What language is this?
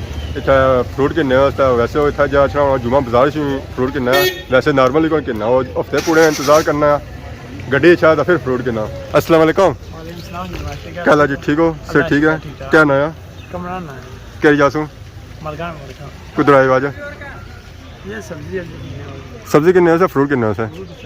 Pahari-Potwari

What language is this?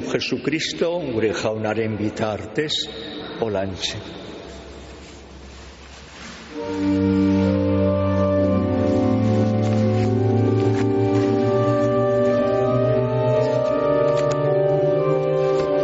Basque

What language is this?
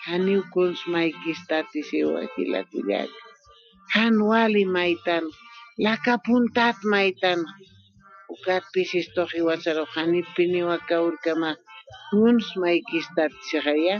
Aymara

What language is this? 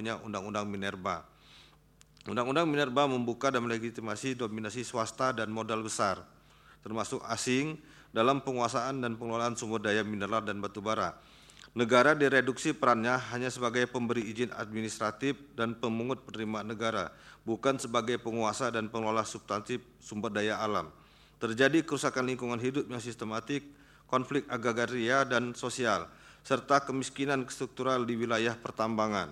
Indonesian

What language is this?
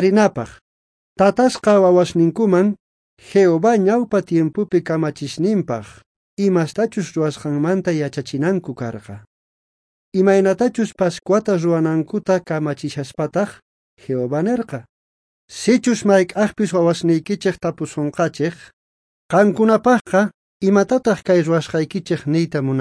South Bolivian Quechua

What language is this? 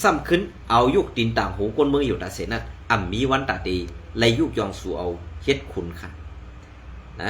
Shan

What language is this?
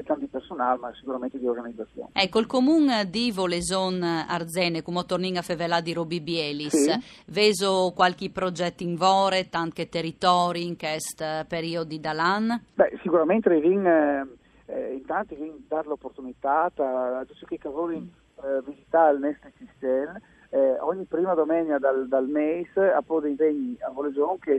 Friulian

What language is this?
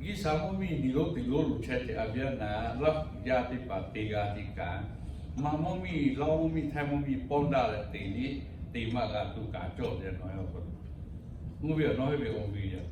Lahu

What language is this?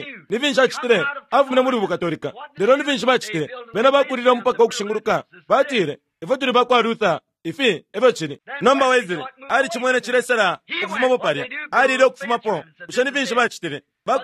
Bemba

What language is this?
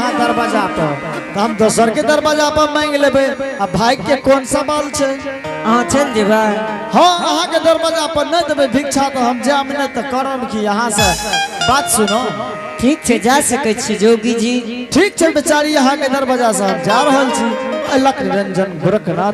Angika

